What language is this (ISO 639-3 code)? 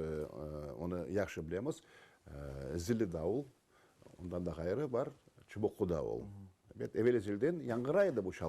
crh